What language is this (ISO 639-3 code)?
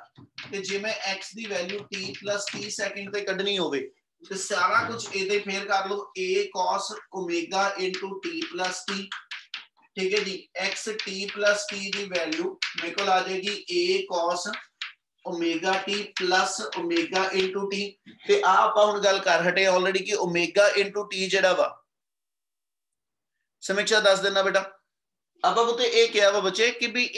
pan